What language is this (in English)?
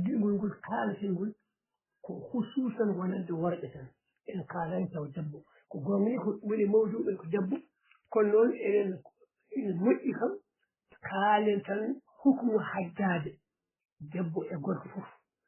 Fula